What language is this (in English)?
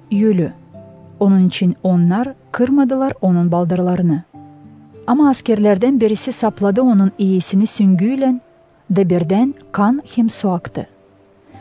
Gagauz